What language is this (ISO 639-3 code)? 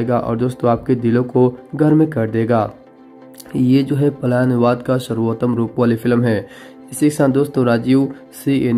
hin